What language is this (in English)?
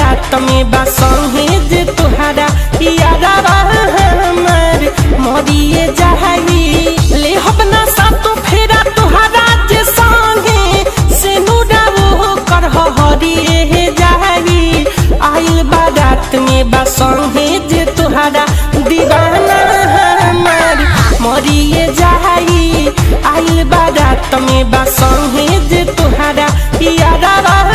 Bhojpuri